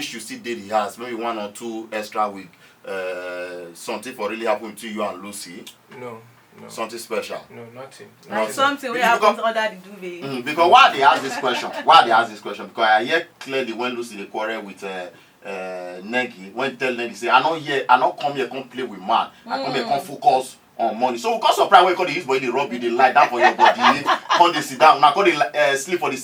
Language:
Nigerian Pidgin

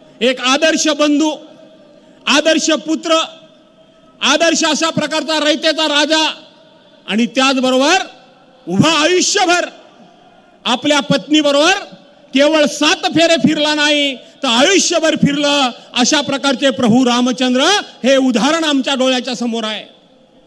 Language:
Marathi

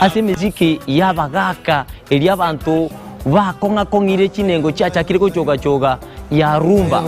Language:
Gusii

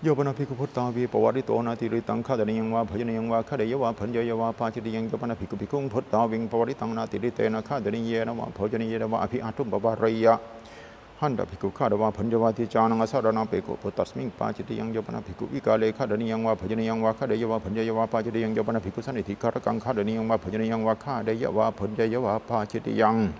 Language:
Pali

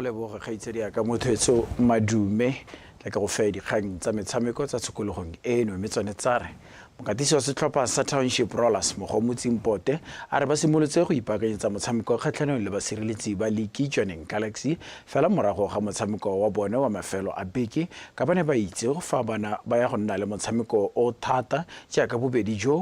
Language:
Tswana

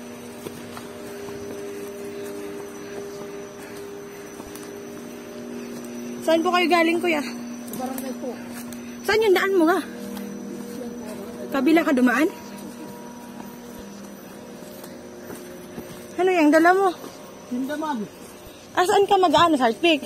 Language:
Filipino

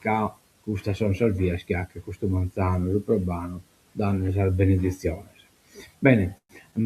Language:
Sardinian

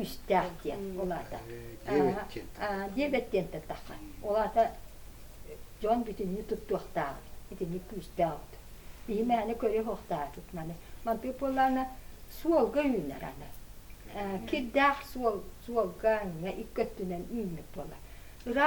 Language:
Yakut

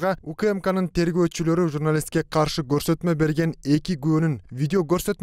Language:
Kyrgyz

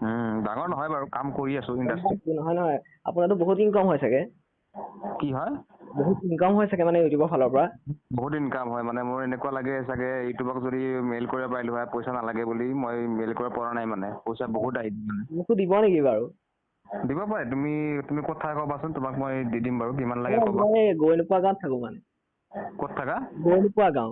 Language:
Assamese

